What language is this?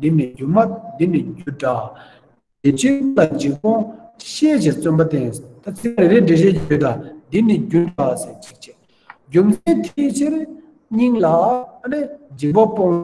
Tibetan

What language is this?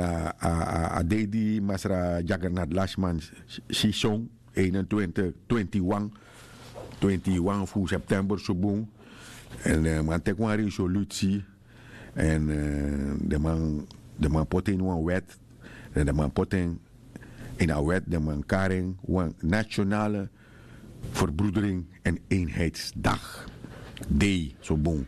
Sranan Tongo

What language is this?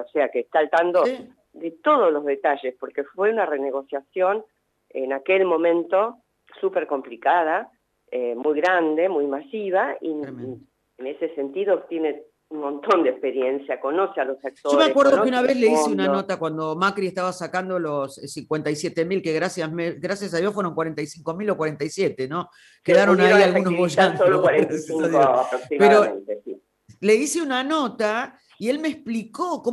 Spanish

